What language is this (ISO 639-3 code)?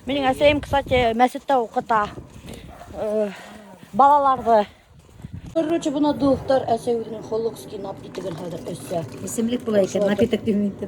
bak